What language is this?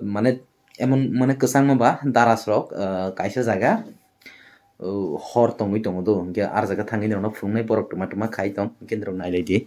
Kok Borok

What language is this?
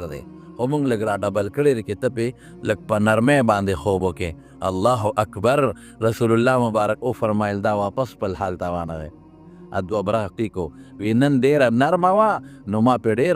Pashto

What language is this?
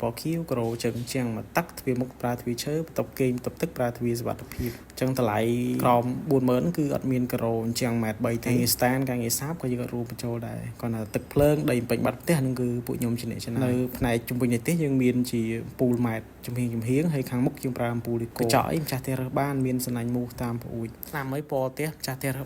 Khmer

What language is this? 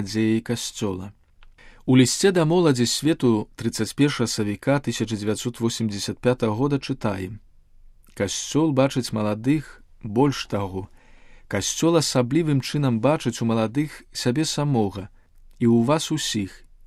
Belarusian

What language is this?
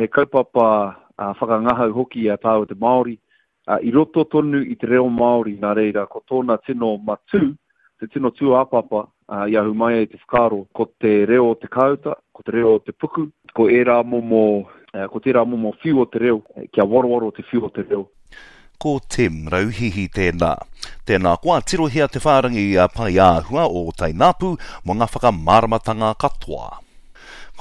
Māori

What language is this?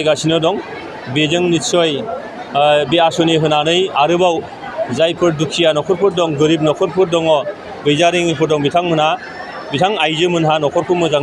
Bodo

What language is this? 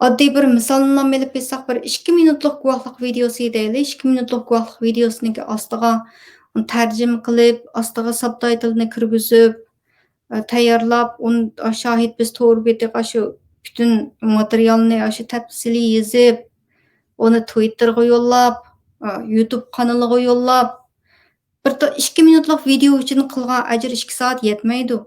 Uyghur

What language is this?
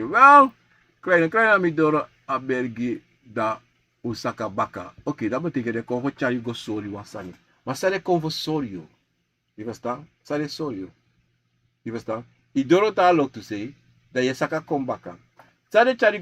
Sranan Tongo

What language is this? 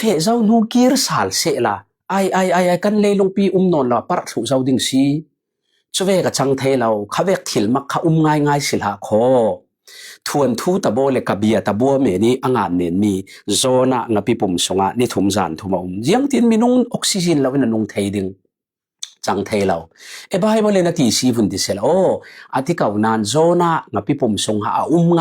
Falam Chin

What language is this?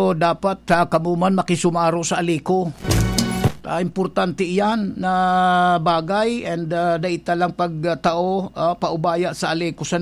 Bikol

